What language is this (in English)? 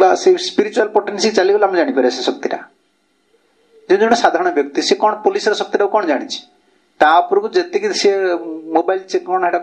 Odia